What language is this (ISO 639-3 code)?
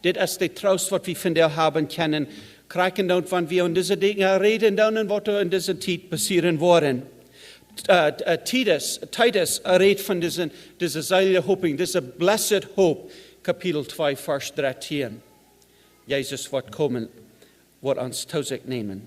pdt